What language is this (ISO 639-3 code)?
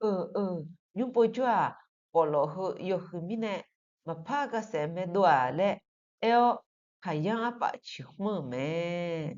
ahk